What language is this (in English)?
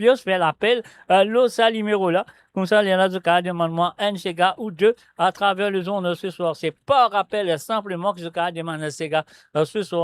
Morisyen